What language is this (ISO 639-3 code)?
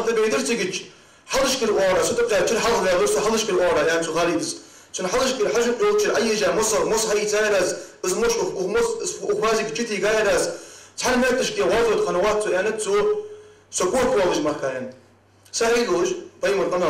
inh